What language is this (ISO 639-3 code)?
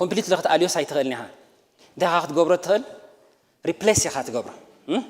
tir